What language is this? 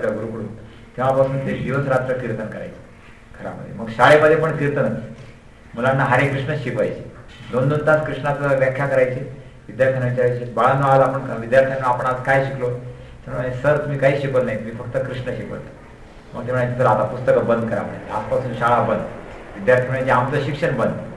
Marathi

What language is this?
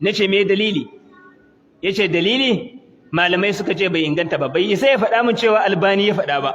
Hausa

